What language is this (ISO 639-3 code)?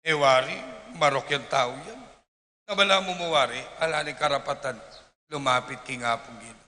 pam